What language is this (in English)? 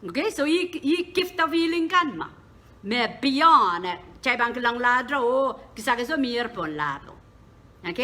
Pohnpeian